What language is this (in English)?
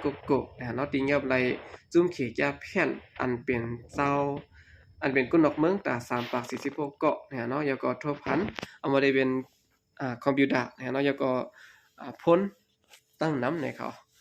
Shan